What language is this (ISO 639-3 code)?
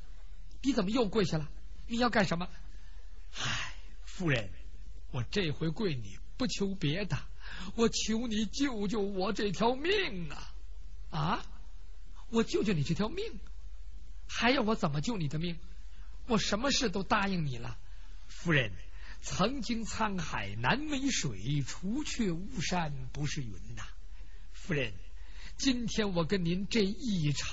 zho